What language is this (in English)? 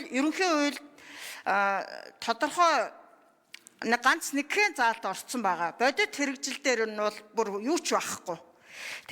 Mongolian